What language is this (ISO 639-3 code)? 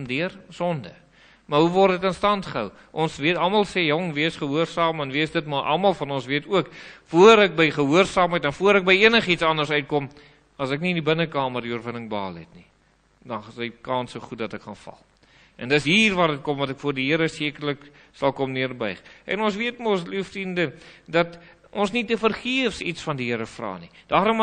afr